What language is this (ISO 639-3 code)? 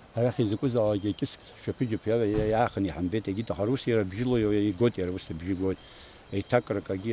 abk